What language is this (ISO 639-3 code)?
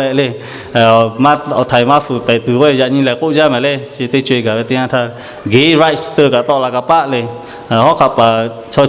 lhu